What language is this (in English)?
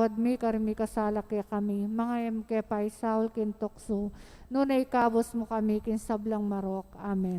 Pampanga